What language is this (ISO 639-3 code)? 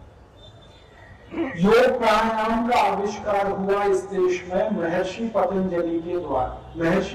hin